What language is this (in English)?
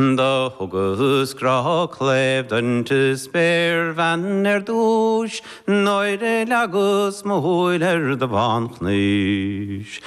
Irish